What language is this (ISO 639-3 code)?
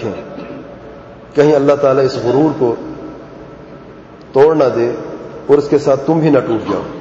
urd